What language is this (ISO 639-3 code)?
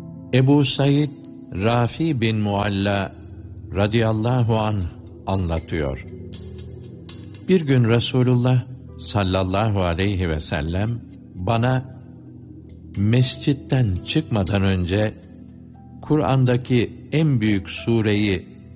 tur